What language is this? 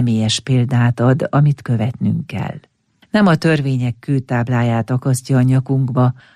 Hungarian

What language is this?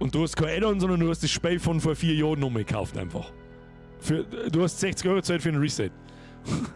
Bavarian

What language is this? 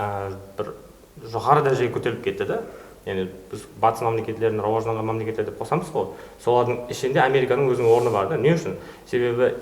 Kara-Kalpak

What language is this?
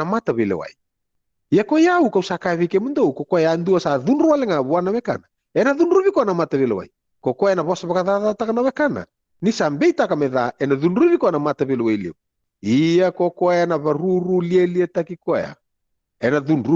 Fijian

